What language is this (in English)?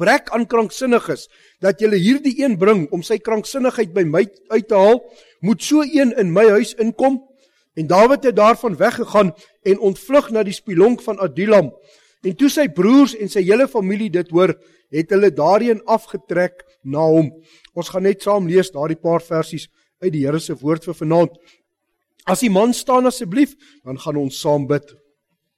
Afrikaans